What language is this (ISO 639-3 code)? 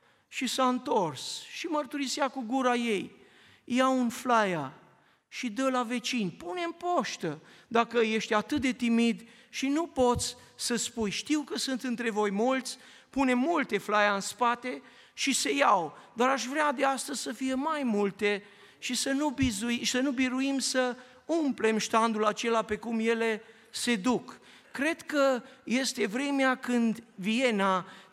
ron